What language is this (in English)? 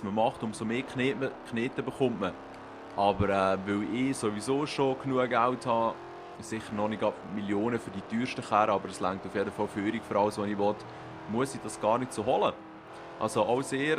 Swiss German